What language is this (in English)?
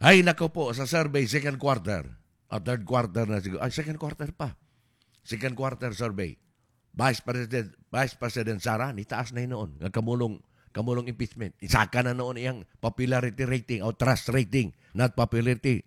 Cebuano